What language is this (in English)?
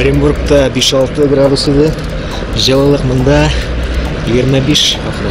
Tatar